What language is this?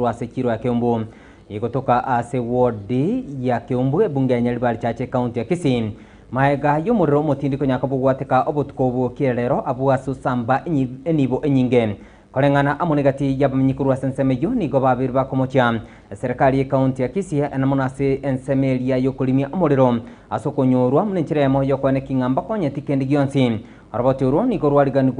Gusii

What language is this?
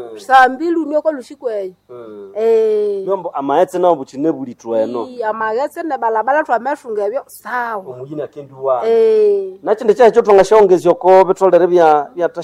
Nande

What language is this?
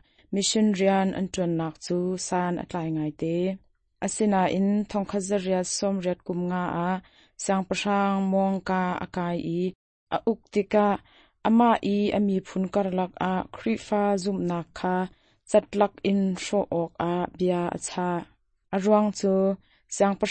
Hakha Chin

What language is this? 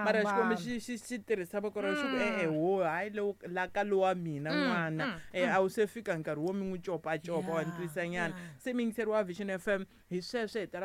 Tsonga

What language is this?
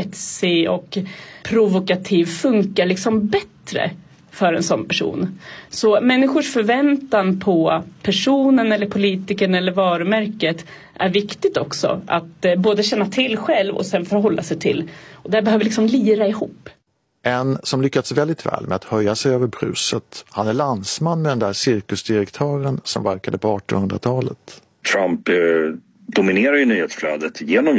Swedish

